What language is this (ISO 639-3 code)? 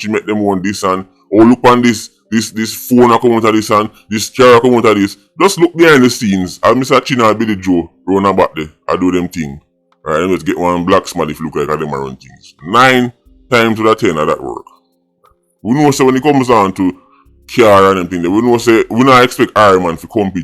jam